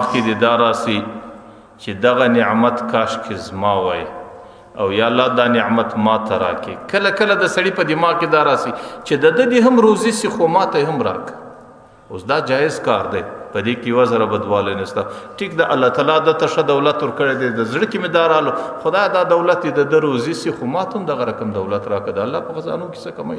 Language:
Pashto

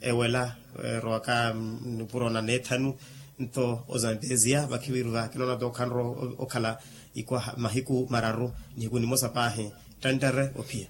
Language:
Makhuwa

